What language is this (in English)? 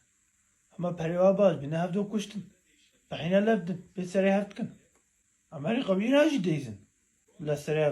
Kurdish